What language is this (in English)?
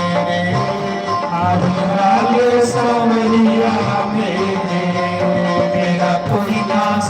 Dogri